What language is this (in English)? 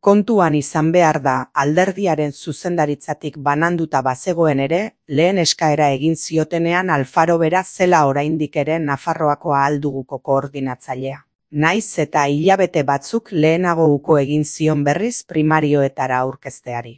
Basque